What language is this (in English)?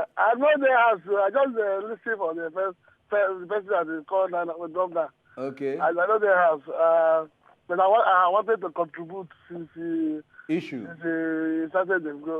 Nigerian Pidgin